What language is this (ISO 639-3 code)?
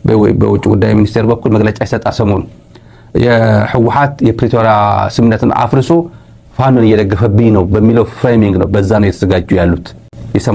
amh